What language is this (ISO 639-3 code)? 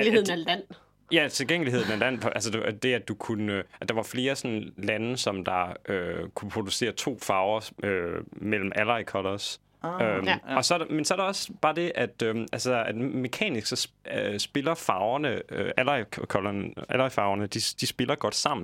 dan